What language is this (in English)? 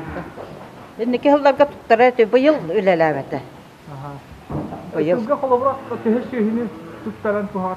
Yakut